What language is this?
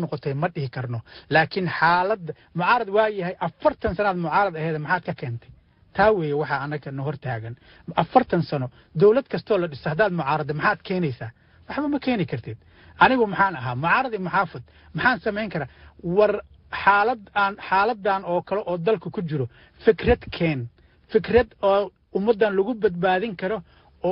Somali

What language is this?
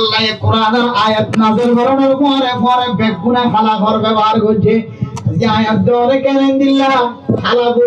Rohingya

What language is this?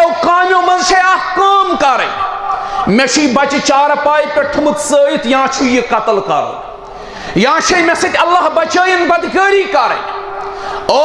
Kashmiri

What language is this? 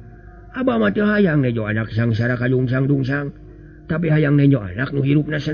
Sundanese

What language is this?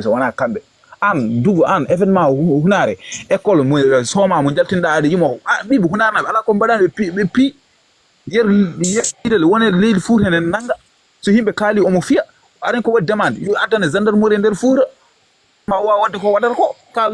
Fula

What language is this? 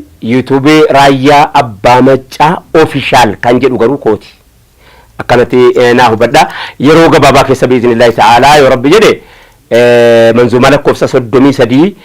Oromo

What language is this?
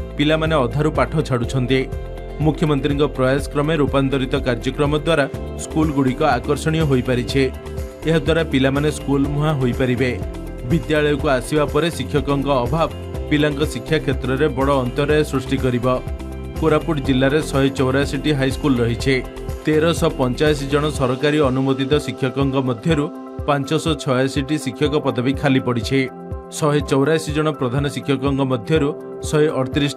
Odia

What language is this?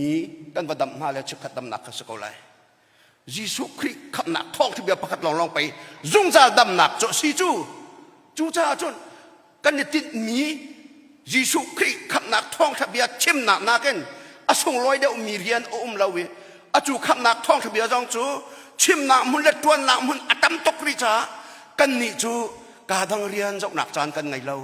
Hakha Chin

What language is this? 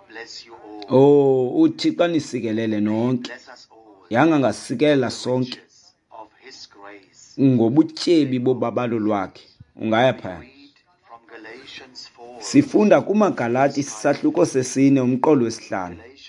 Xhosa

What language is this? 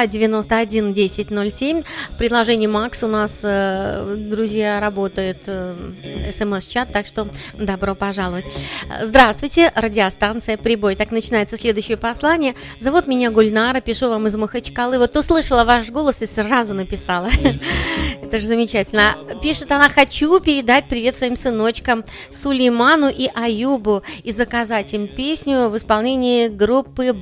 Russian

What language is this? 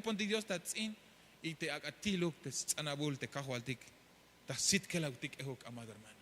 Tzeltal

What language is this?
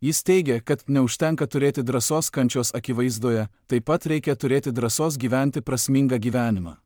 Lithuanian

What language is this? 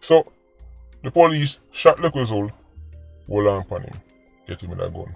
Jamaican Creole English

